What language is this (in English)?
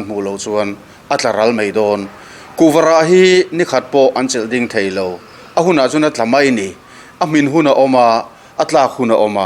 Mizo